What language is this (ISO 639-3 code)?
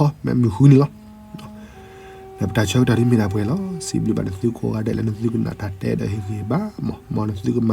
ksw